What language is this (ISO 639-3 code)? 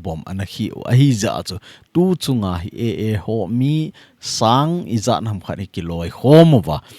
tcz